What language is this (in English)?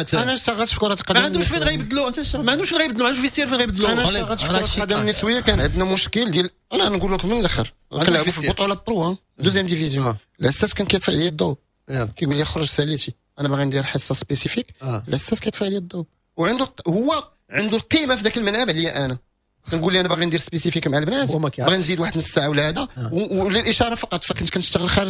Moroccan Arabic